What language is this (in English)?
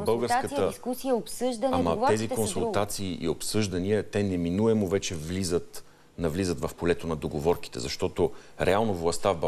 Bulgarian